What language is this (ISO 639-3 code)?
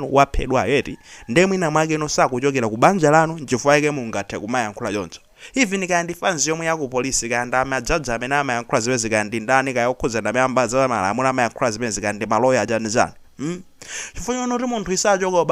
nya